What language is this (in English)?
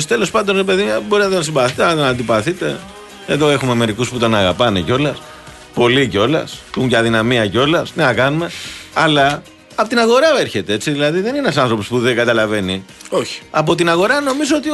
Greek